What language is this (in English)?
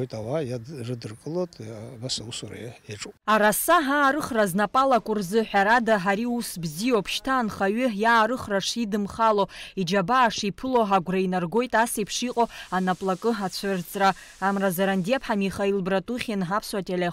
Abkhazian